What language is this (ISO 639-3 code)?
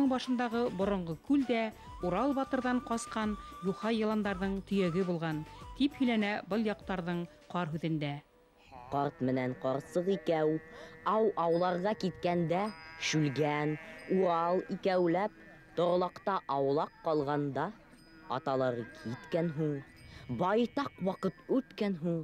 bak